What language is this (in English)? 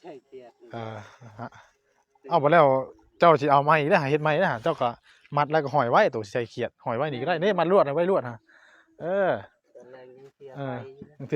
Northeastern Thai